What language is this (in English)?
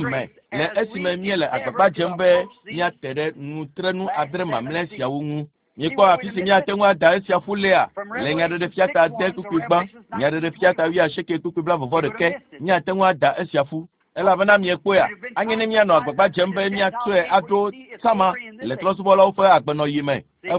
Ewe